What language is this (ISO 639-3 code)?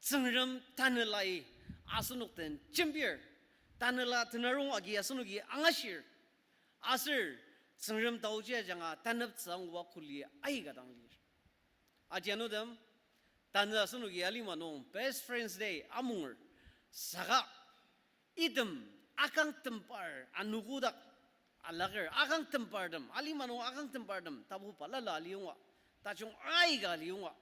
njo